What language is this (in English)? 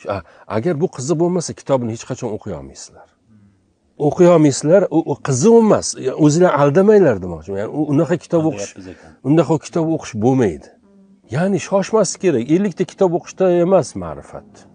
Uzbek